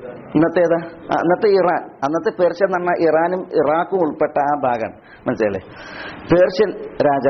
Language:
Malayalam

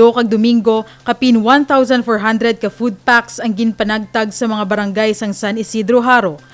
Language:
Hiligaynon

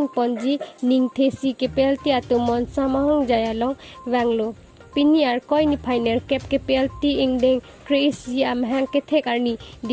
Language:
Karbi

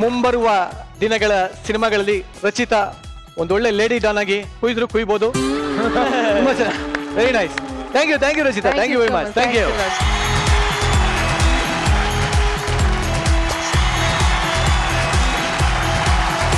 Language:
Kannada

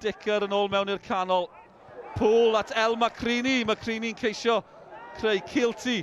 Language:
Welsh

